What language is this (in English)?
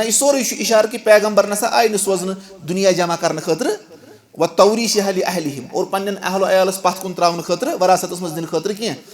Kashmiri